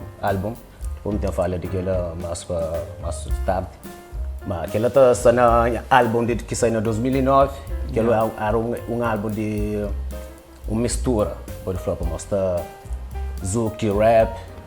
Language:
Kabuverdianu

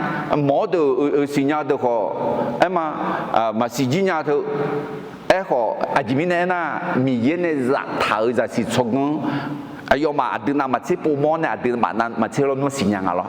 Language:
Akha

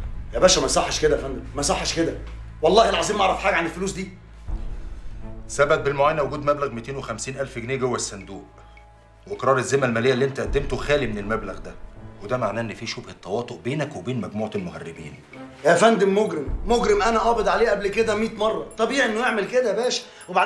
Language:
Egyptian Arabic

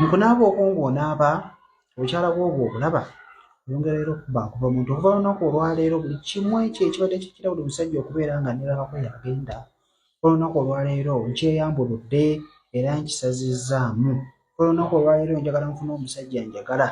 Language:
Ganda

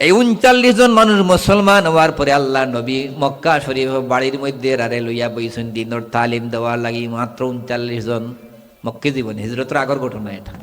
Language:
Sylheti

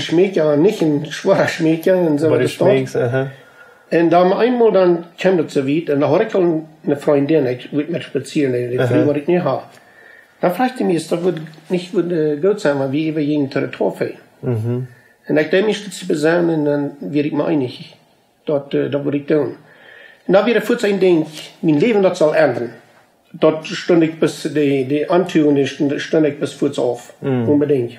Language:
Plautdietsch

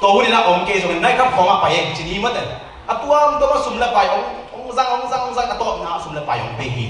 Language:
Tedim Chin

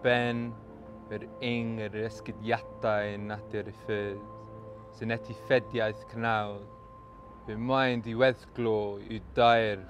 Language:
Welsh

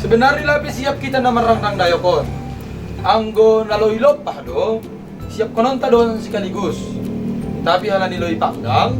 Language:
Batak Simalungun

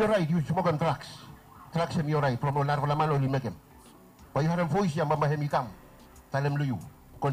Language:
Bislama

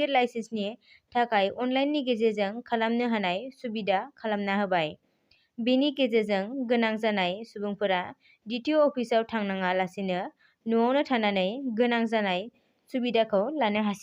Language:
Bodo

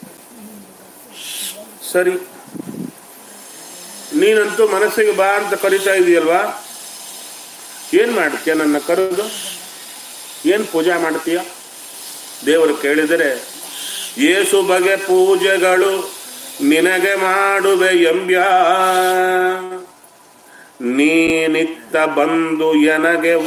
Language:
Kannada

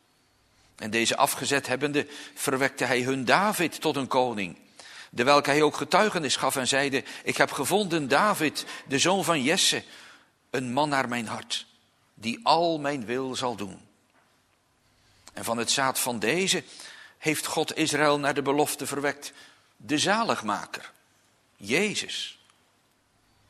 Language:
Dutch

